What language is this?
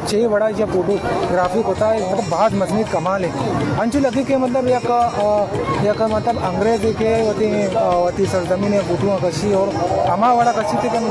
Baluchi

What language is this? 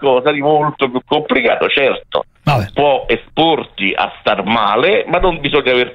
Italian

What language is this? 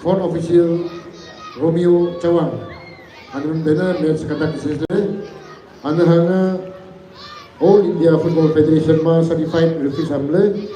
Maram Naga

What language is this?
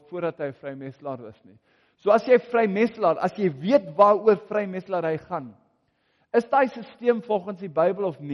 Afrikaans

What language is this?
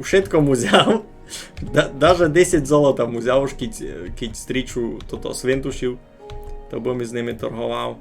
Rusyn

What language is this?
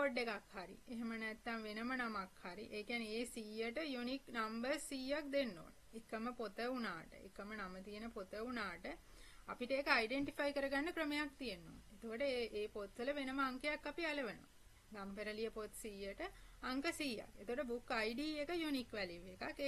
Sinhala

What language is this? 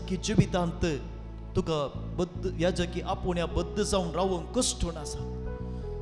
Konkani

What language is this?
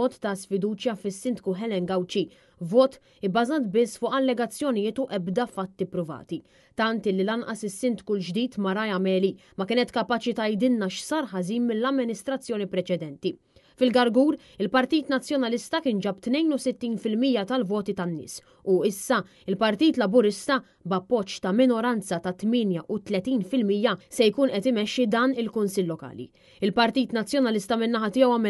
Maltese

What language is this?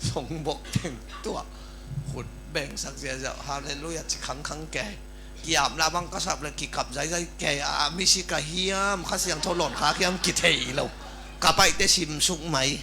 Tedim Chin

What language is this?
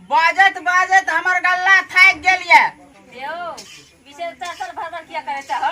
Maithili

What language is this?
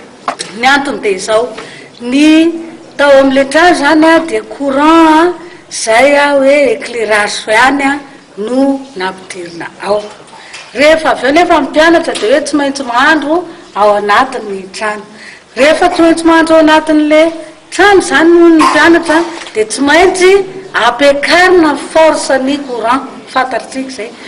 Malagasy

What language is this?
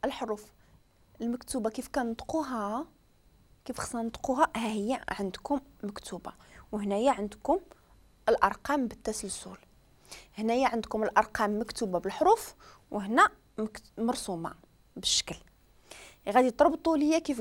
Moroccan Arabic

